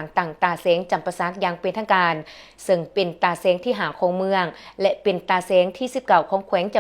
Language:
Lao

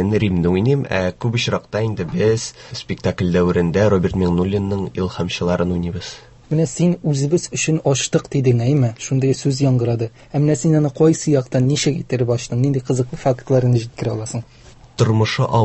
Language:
Tatar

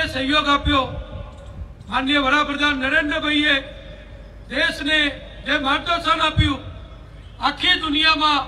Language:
Gujarati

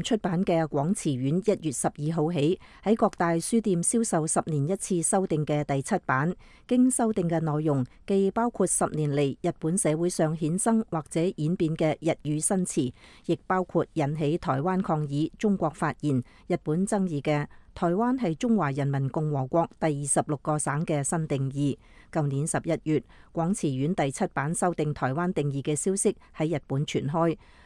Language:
Cantonese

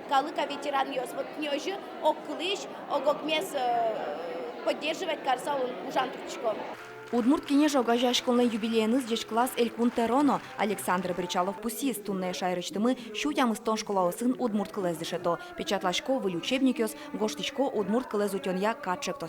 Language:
Udmurt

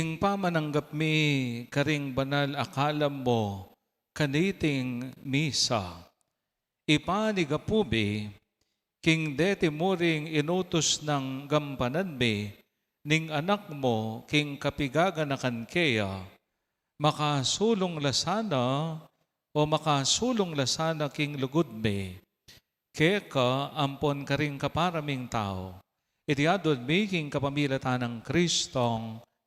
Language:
Pampanga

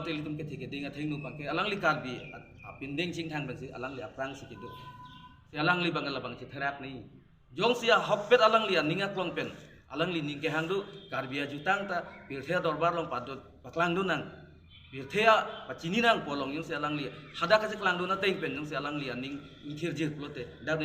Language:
Karbi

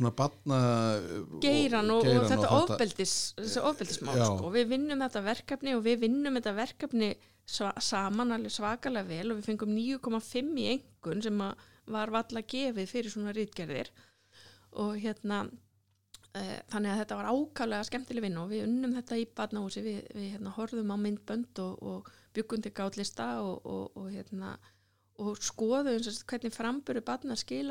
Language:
Icelandic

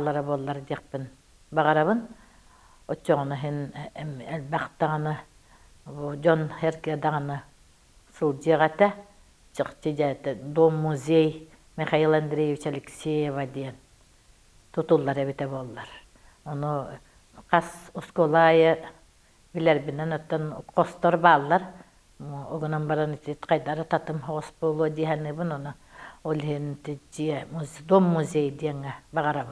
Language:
Yakut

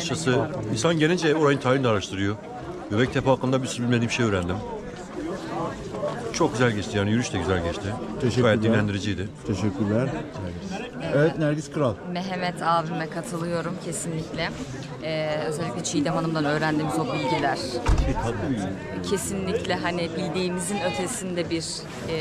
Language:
Turkish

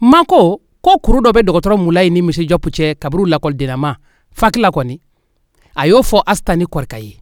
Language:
Bambara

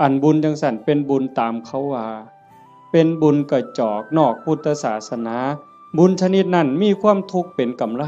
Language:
Northeastern Thai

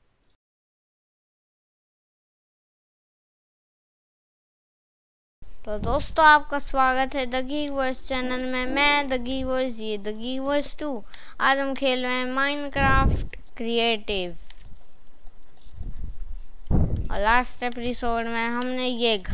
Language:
Hindi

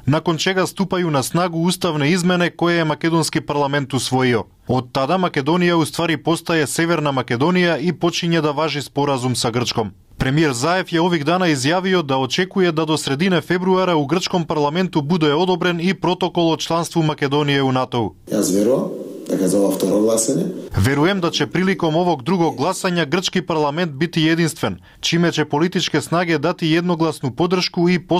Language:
Serbian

